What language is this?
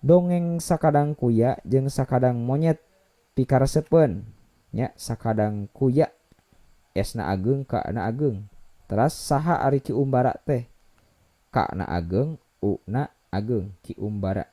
Sundanese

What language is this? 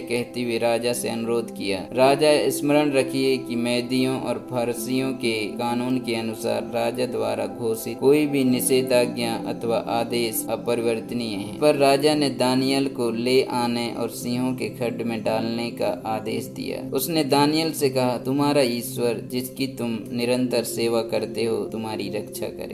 Hindi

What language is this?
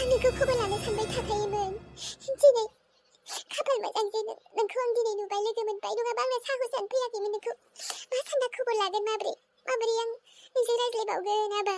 Bodo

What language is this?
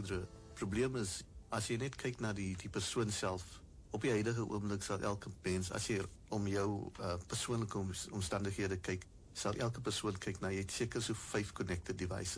Afrikaans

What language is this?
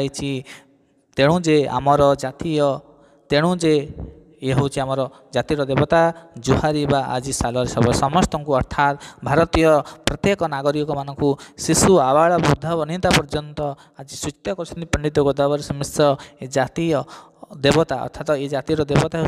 Odia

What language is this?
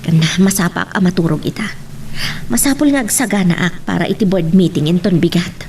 Iloko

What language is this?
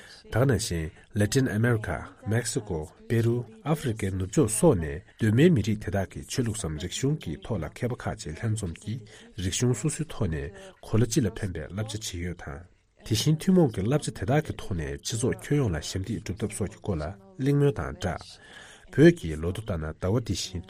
Tibetan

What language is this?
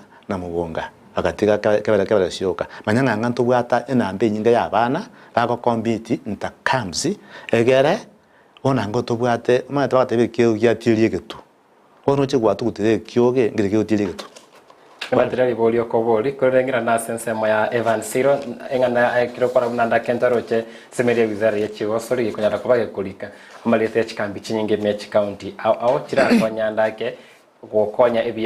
Gusii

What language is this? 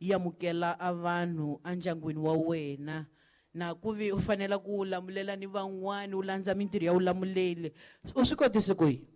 Tsonga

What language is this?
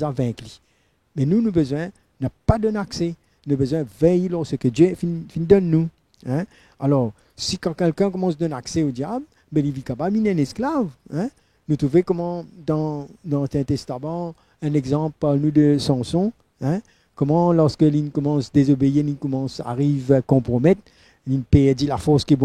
Morisyen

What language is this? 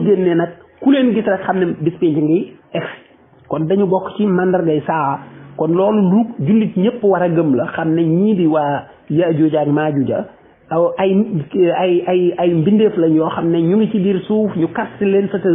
Wolof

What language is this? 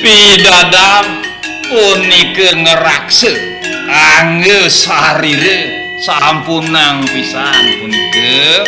Balinese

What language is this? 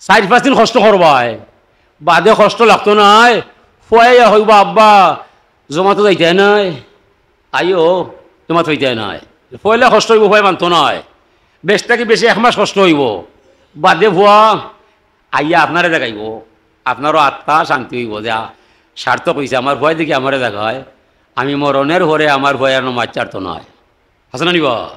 Sylheti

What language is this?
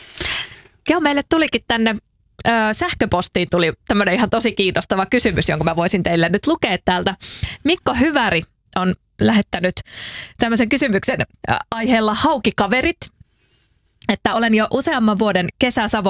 Finnish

